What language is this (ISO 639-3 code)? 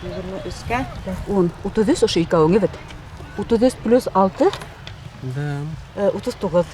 bak